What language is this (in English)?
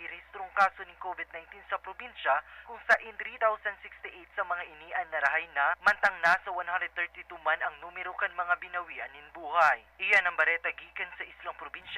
Bikol